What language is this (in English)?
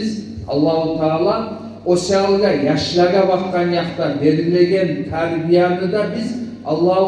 Kumyk